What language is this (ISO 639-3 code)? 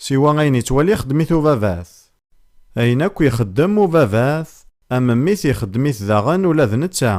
kab